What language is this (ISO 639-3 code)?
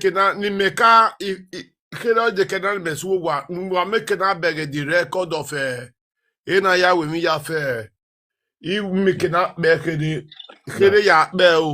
pcm